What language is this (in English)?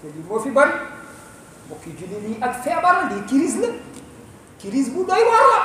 Wolof